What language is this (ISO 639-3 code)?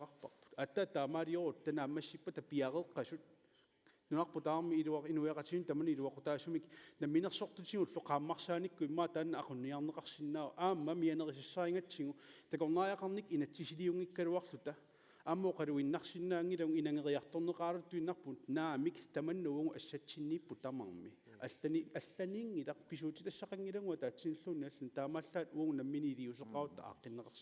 kal